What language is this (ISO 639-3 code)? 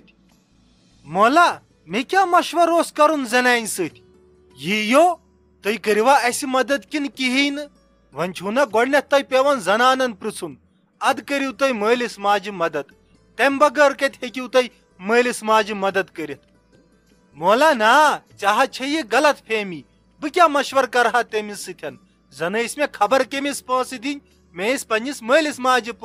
kas